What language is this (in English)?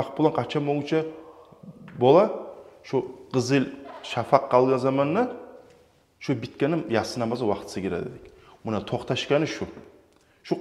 Kumyk